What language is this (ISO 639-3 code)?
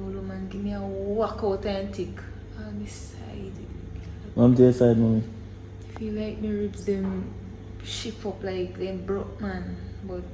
jam